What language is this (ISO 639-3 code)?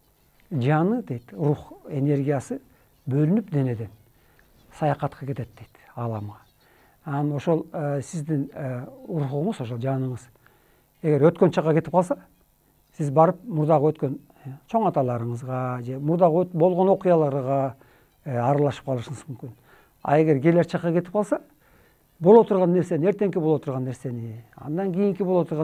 kir